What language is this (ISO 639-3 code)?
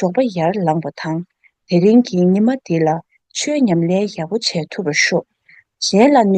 bod